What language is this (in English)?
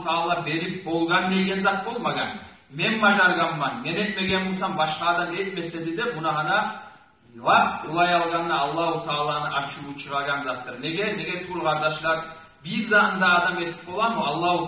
Kumyk